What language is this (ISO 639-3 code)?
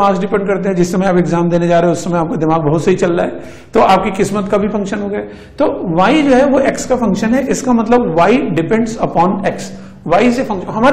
hin